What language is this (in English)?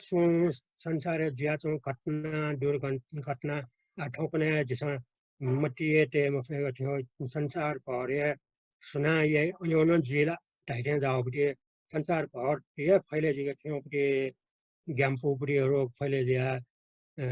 Newari